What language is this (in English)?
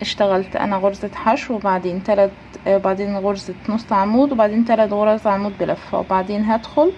Egyptian Arabic